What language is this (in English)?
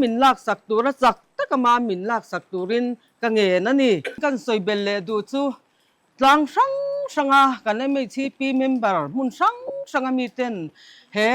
Mizo